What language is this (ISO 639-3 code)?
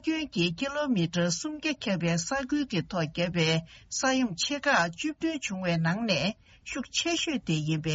bod